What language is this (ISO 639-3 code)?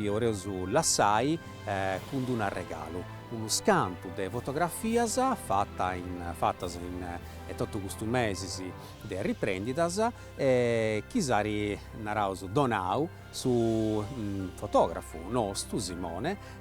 srd